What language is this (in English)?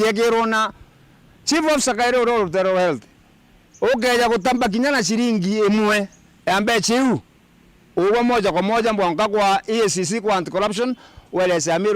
Meru